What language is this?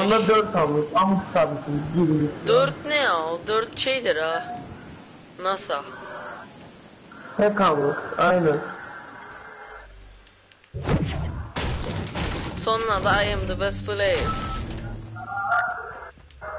Turkish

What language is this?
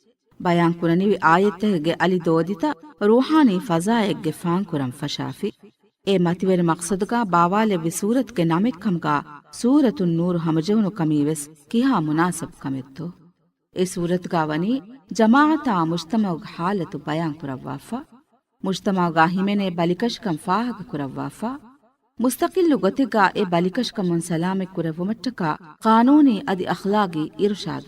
Divehi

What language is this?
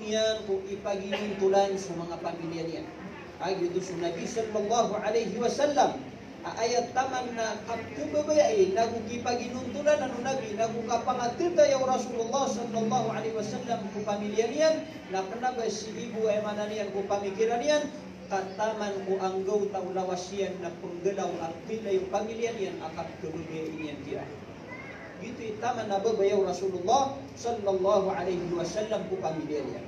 Maranao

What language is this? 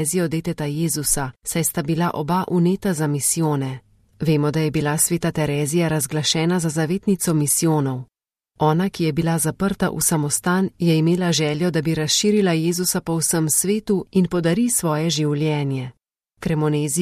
Slovenian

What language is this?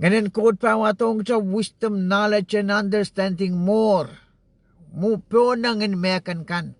Pohnpeian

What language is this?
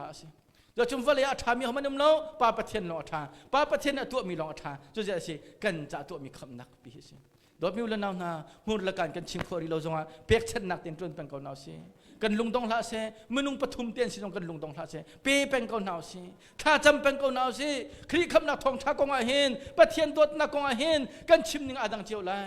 Hakha Chin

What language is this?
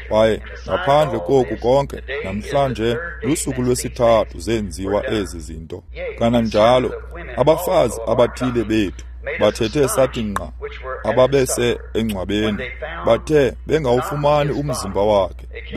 Xhosa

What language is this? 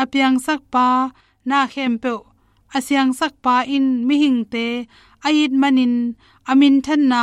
Tedim Chin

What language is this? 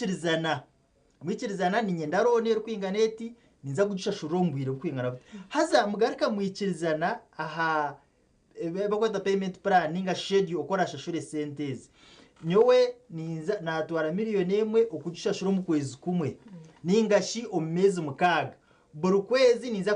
Nyankole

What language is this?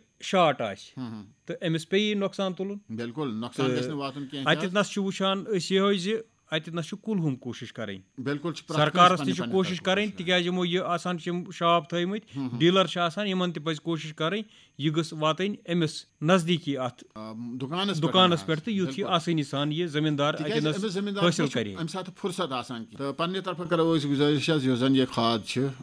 Kashmiri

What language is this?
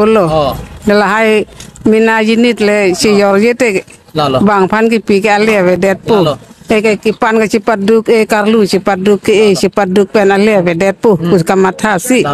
Karbi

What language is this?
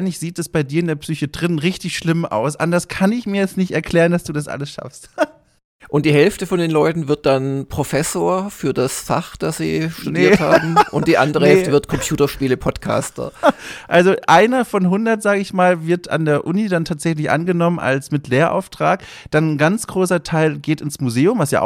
German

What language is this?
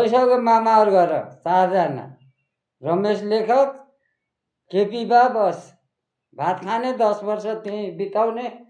Nepali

